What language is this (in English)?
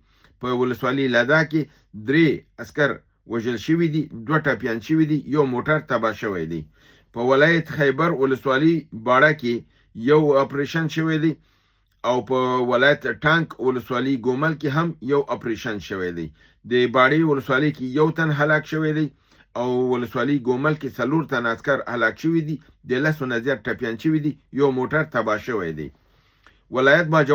Pashto